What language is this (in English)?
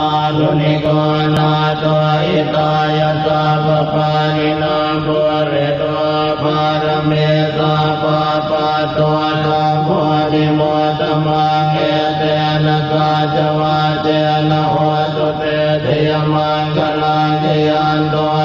Pali